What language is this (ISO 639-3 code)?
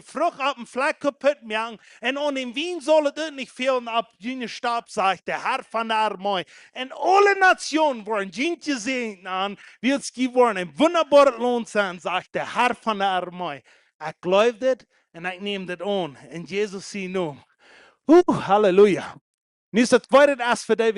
pdt